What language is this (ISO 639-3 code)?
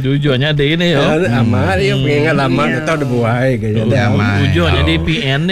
iba